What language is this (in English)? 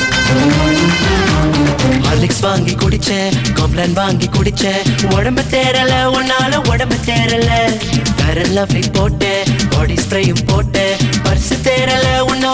Tamil